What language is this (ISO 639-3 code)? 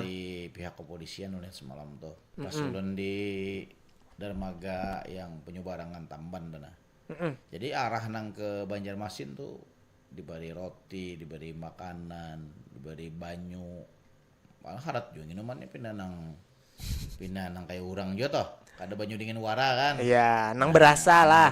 bjn